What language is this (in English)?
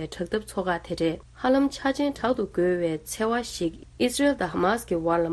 Tibetan